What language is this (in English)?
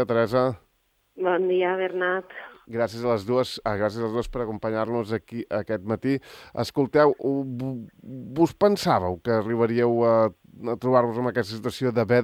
Catalan